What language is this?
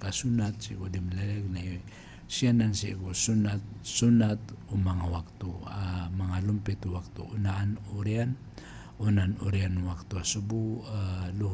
Maranao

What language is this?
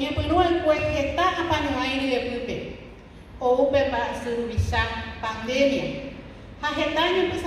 Guarani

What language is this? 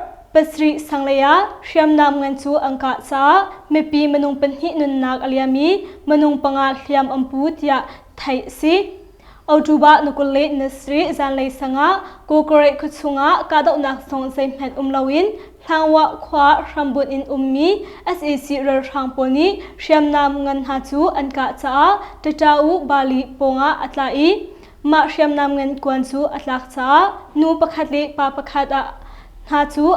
Hakha Chin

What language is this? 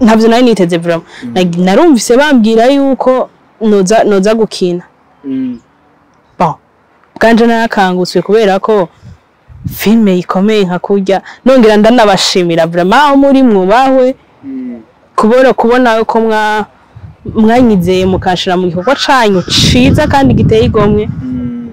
Rundi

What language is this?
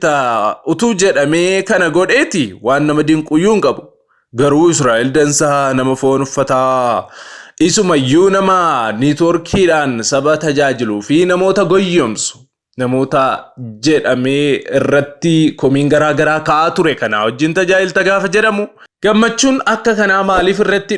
Oromo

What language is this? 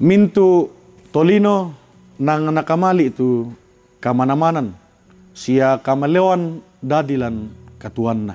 Toraja-Sa'dan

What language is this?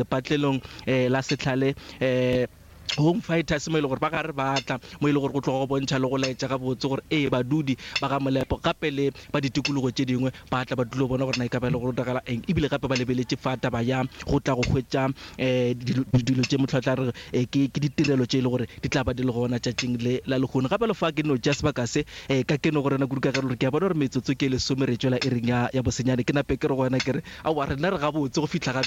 Northern Sotho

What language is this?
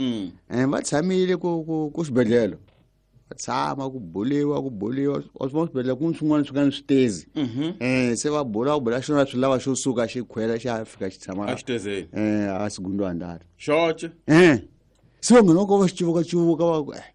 Tsonga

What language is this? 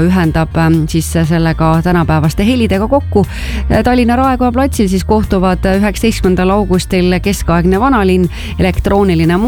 Estonian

